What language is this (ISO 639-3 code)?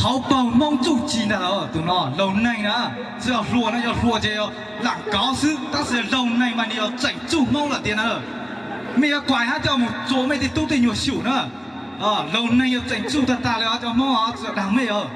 hmn